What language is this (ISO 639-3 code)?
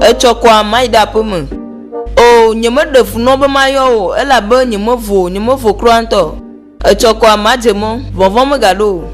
ewe